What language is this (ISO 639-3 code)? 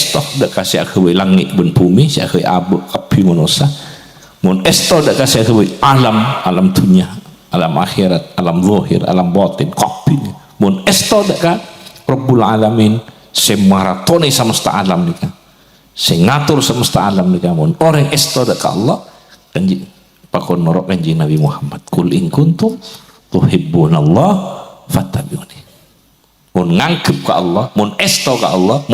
mad